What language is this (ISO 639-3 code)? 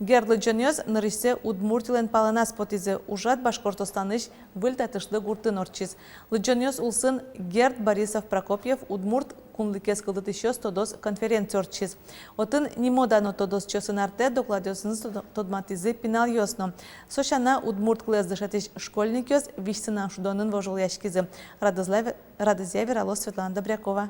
udm